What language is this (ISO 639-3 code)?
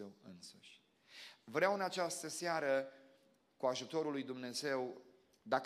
ron